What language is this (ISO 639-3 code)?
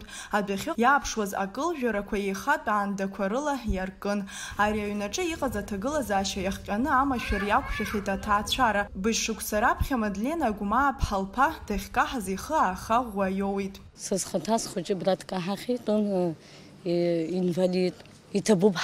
abk